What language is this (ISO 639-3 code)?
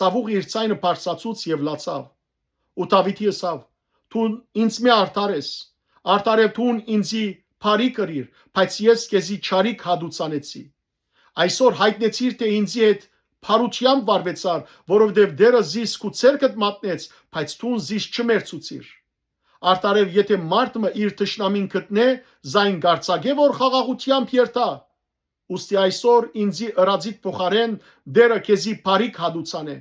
hyw